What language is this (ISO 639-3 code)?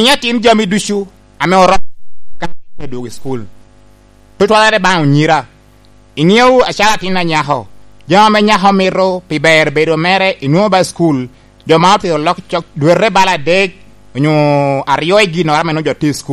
laj